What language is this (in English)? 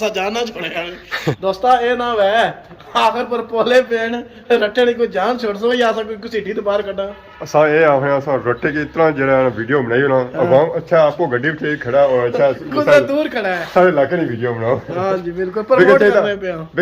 Pahari-Potwari